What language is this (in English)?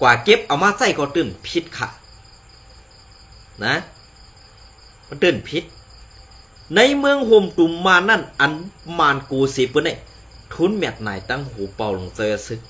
Shan